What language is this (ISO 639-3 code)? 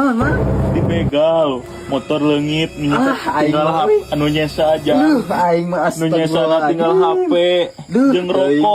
sun